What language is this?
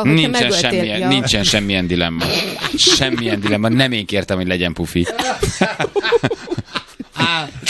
Hungarian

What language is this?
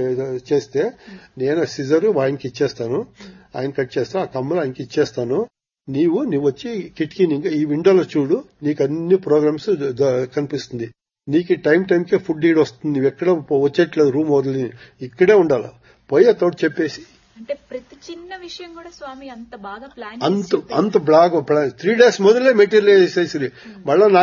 Telugu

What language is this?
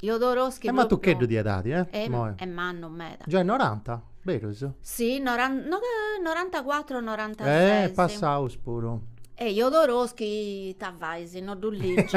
Sardinian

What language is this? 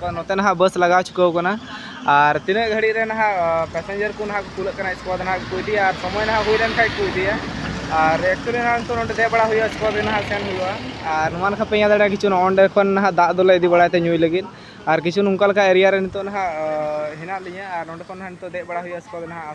Santali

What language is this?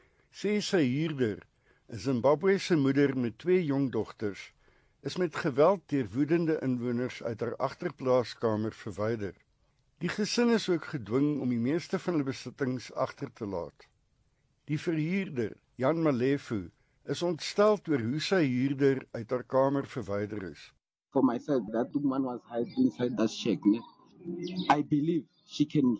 Afrikaans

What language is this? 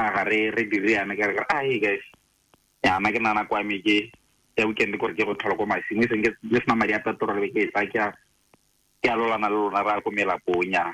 Tswana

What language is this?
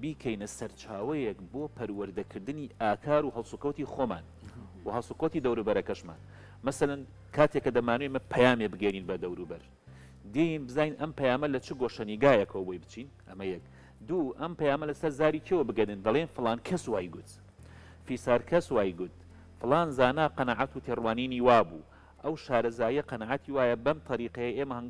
Central Kurdish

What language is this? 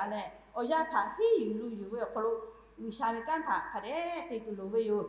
Lahu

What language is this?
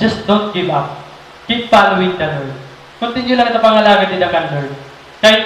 Waray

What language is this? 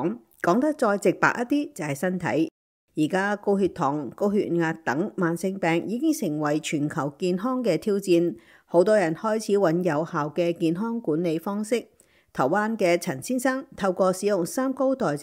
Cantonese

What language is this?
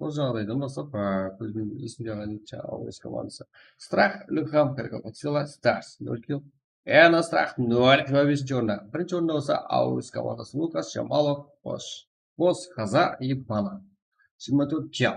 Kara-Kalpak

